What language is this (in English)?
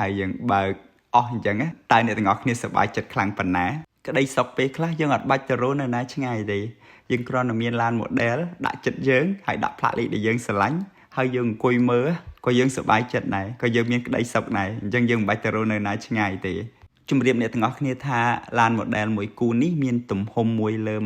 Khmer